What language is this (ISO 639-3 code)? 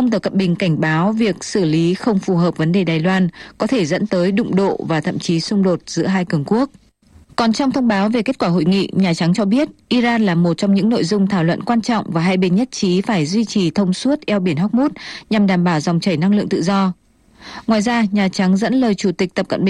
vie